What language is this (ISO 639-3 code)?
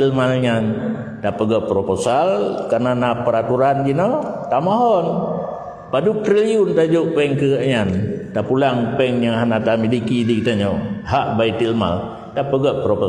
ace